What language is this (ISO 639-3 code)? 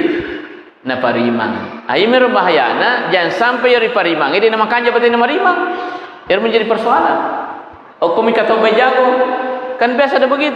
bug